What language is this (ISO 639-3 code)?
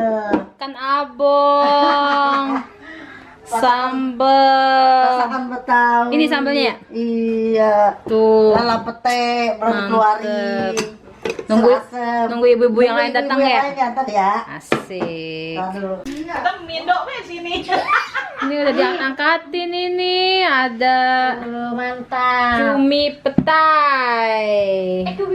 bew